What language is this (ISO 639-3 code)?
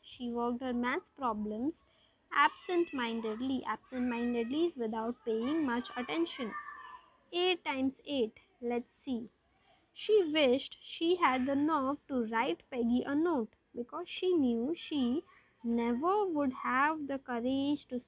eng